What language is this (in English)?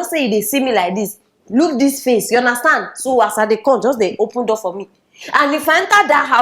Nigerian Pidgin